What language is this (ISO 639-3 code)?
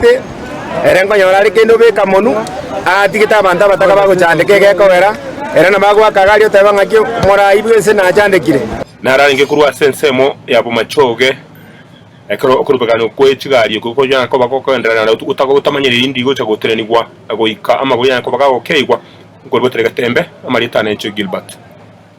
guz